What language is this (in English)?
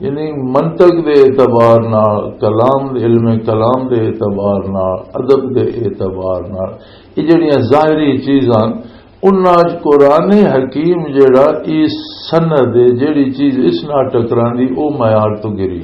Western Panjabi